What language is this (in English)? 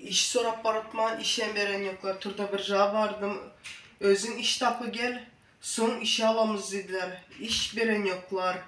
Turkmen